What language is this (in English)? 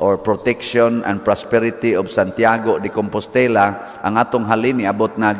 Cebuano